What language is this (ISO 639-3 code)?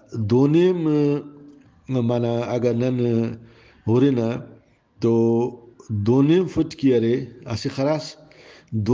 brh